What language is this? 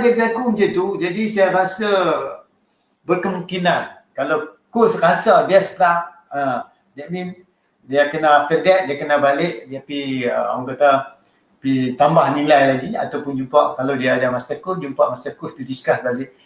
Malay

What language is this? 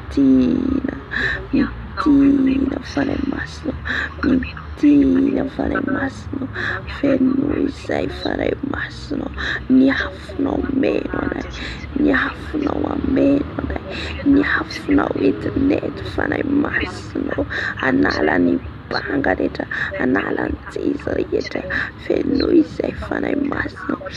Malagasy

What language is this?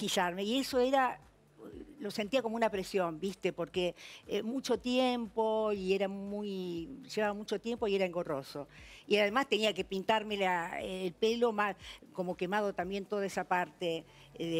Spanish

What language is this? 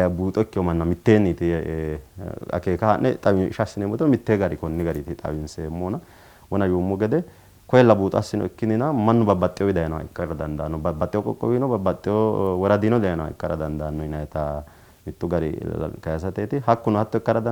Sidamo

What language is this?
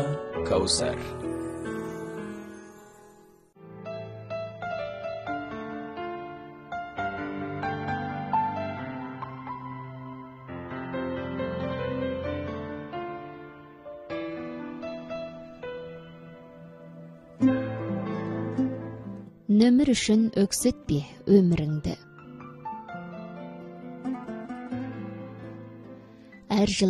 Kazakh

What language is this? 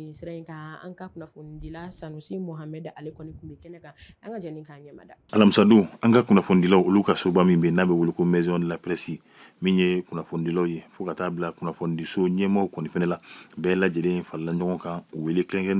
Bambara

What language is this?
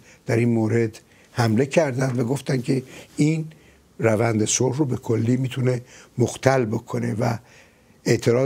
Persian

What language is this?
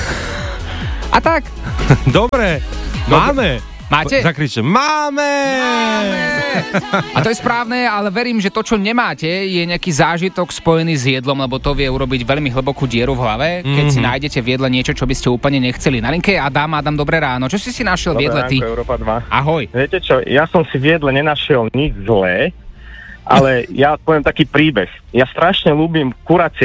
Slovak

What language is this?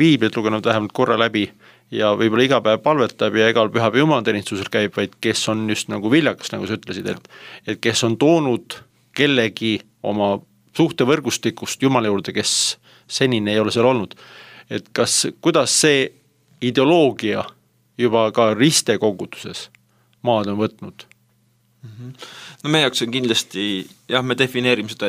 Estonian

